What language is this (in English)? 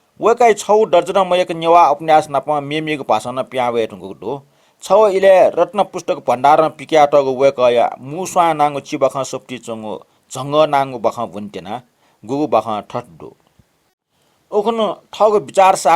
Newari